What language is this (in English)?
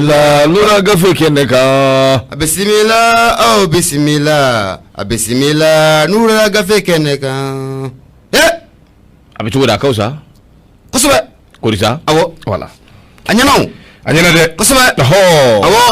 Bambara